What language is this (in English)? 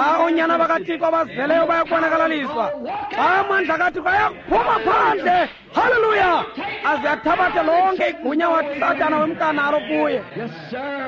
Xhosa